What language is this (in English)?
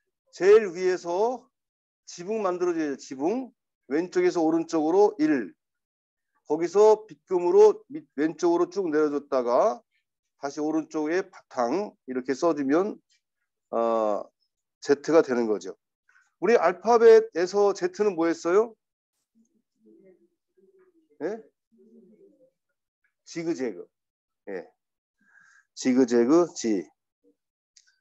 Korean